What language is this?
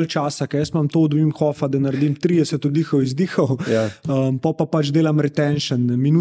Slovenian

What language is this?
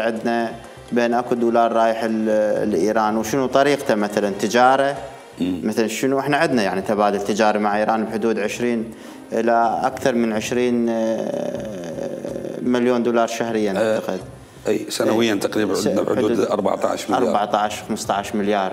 Mesopotamian Arabic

